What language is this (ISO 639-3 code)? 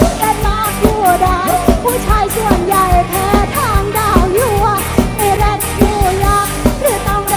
tha